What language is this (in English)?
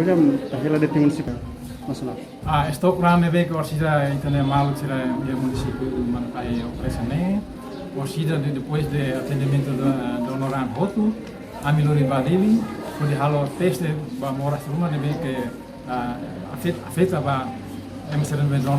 Tetum